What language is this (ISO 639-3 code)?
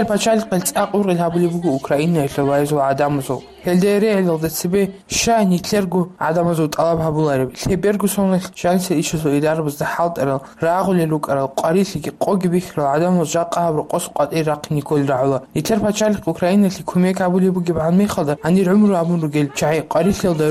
ava